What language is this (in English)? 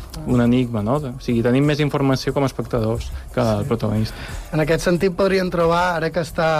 Catalan